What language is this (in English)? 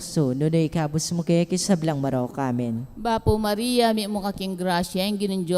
Pampanga